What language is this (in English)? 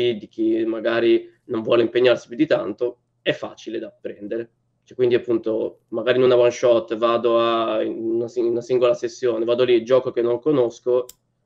Italian